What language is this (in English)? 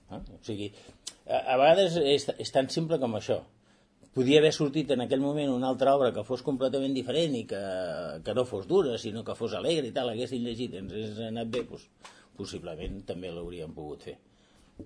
Catalan